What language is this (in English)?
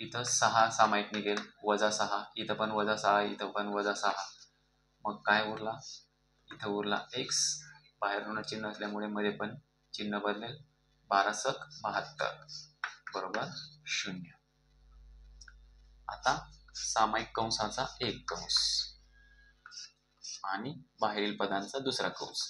Marathi